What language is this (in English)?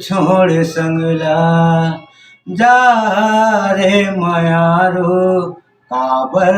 Chhattisgarhi